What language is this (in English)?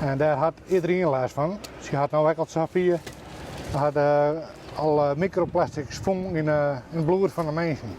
Western Frisian